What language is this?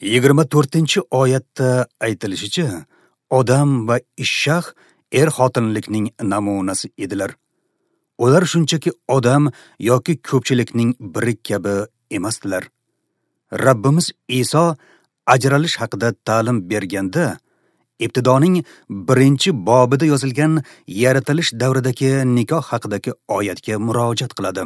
Uzbek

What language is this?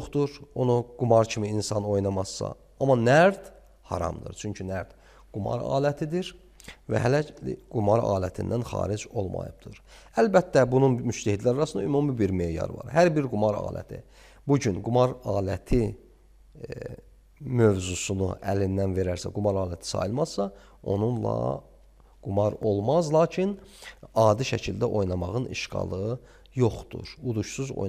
Azerbaijani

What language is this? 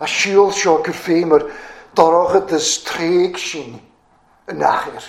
Welsh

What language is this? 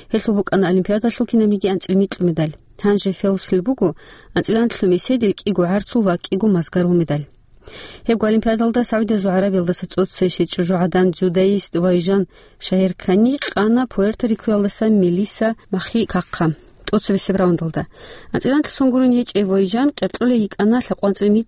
Avaric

